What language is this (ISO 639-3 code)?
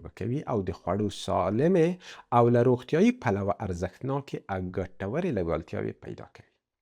pus